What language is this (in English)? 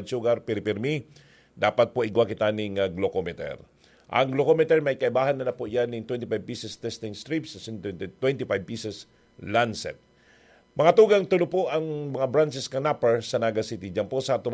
Bikol